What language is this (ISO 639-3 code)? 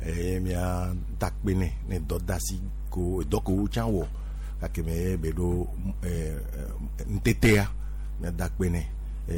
gej